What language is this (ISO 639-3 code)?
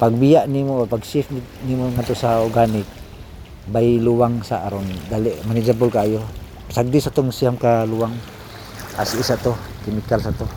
ceb